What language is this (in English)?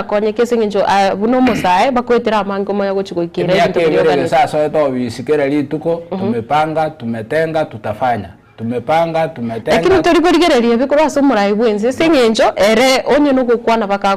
Gusii